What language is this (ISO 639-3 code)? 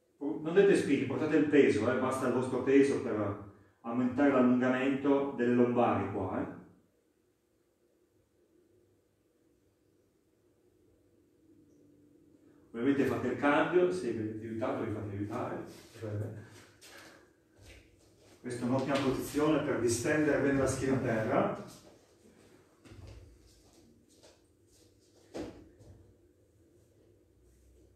ita